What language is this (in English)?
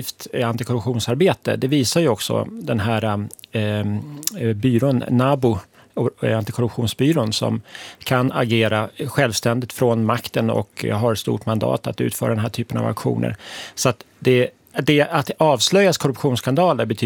Swedish